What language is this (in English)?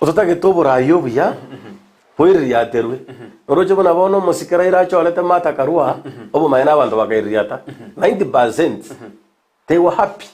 Gusii